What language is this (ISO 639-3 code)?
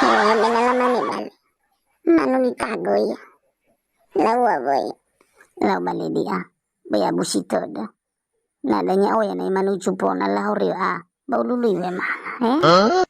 nia